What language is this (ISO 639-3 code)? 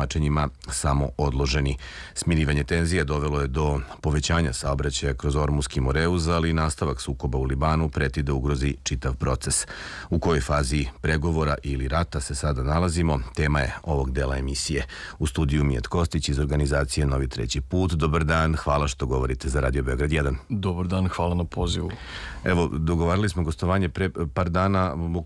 srp